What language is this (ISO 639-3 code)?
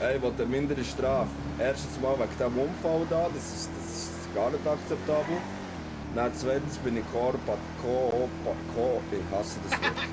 gsw